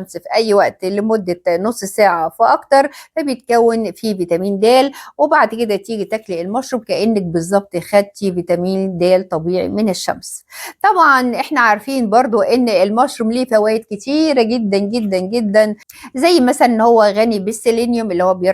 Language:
Egyptian Arabic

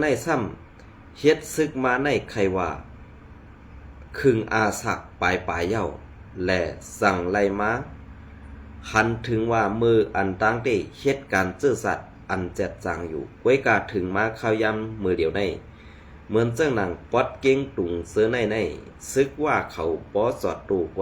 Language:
Shan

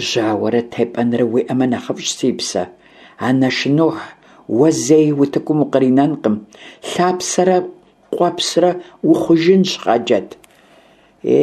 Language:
Kabardian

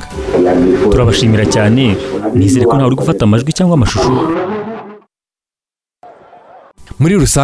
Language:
Kinyarwanda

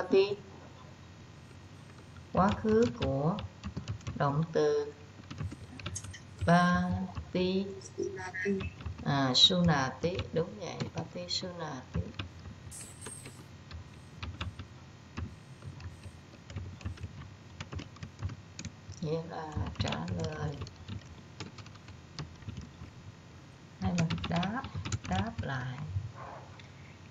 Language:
Vietnamese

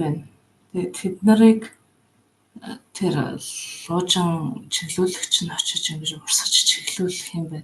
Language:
Mongolian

